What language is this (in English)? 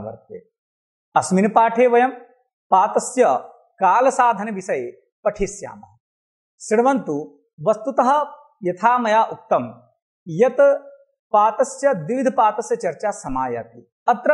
Sanskrit